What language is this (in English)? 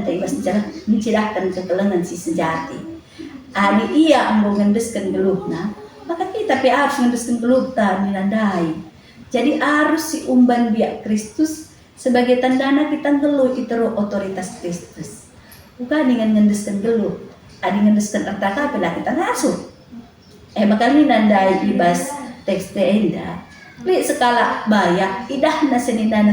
Batak Karo